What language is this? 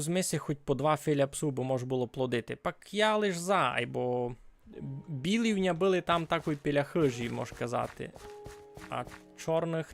Rusyn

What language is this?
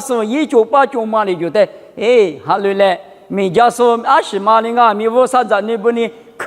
Lisu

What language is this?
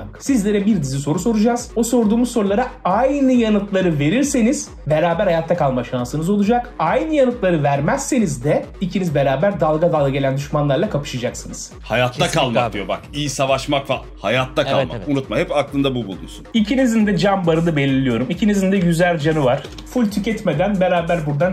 Turkish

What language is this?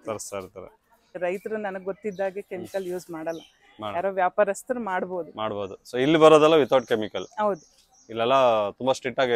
Kannada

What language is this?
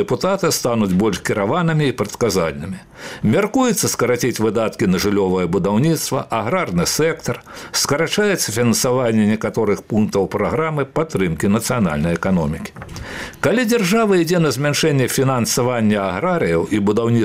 Belarusian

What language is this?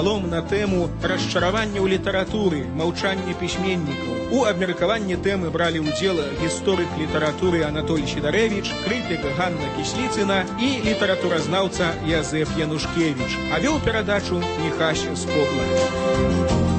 Belarusian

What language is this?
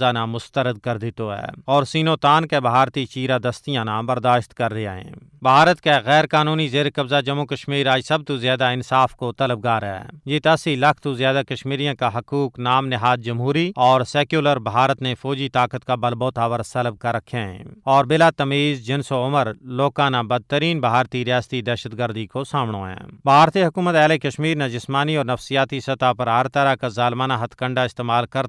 Gujari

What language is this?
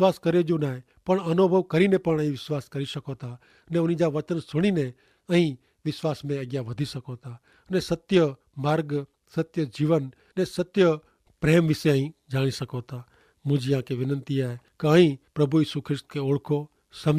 Kachhi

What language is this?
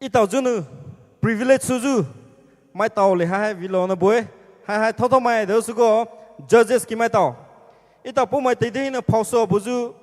Poumei Naga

